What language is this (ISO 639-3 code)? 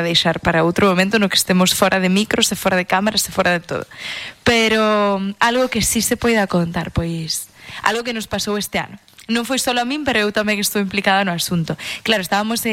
glg